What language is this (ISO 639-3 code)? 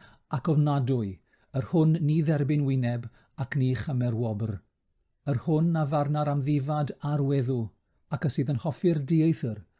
cym